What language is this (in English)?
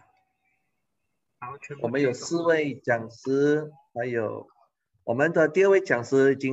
Chinese